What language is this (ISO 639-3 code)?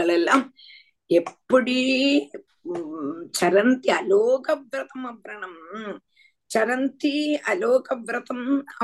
tam